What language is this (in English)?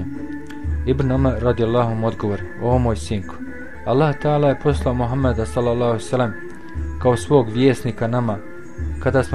Bosnian